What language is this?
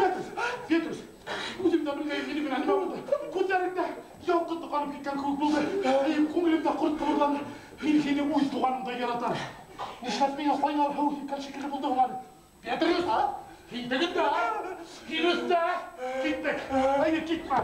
Bashkir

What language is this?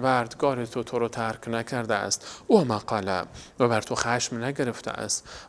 Persian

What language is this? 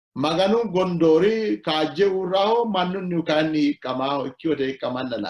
Sidamo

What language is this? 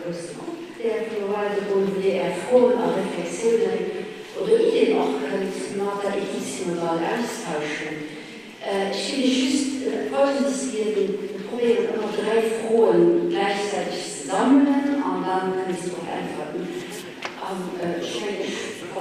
Luxembourgish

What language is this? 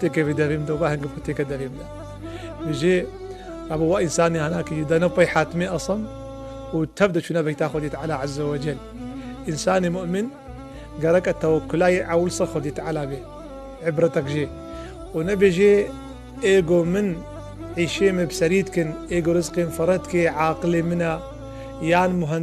Kurdish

